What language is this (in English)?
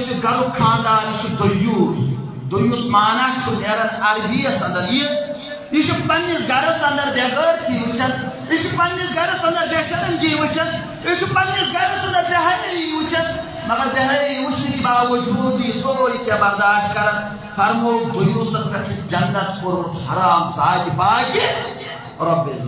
Kashmiri